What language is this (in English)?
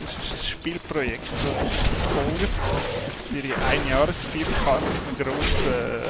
Swiss German